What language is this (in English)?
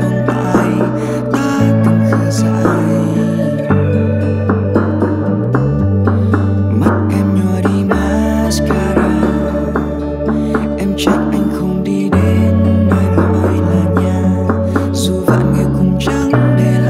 Vietnamese